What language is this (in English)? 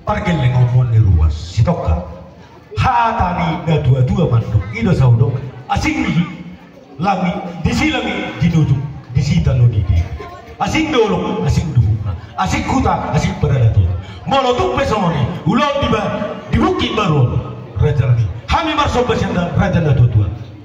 Batak Toba